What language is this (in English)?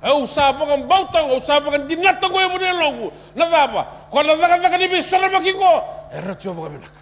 Fijian